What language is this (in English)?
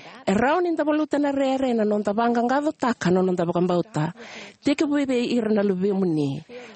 Fijian